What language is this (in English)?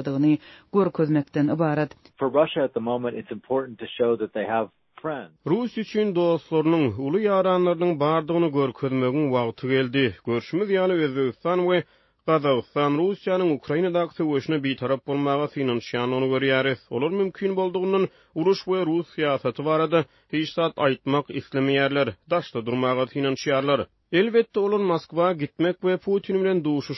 Turkmen